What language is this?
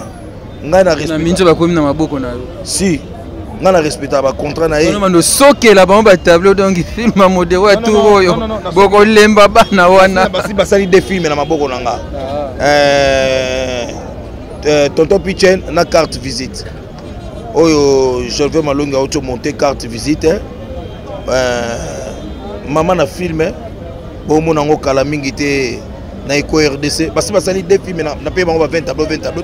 Lingala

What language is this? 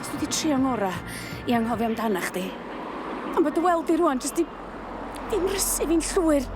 Welsh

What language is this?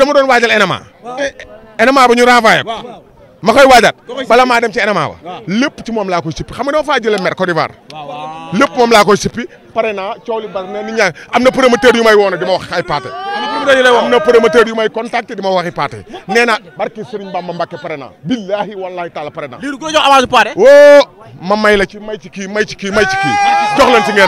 Wolof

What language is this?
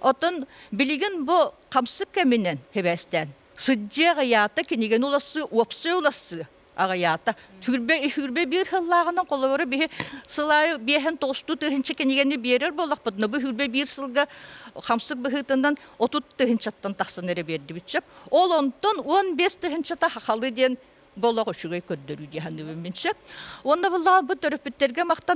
Yakut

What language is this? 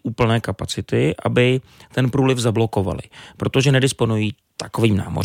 Czech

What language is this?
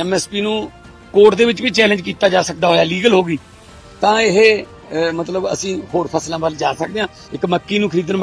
Punjabi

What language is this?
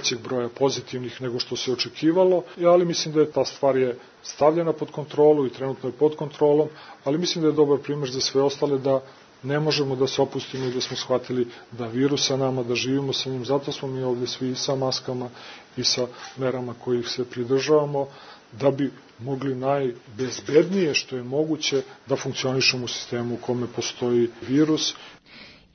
Serbian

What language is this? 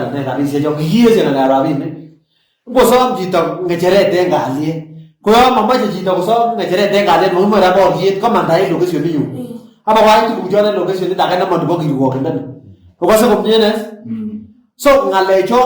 Kalenjin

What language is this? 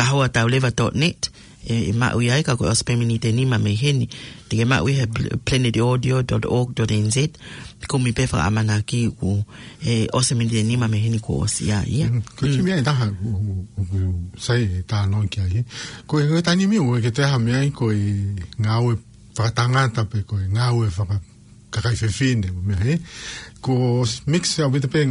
Tongan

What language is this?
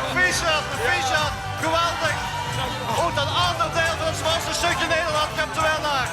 Limburgish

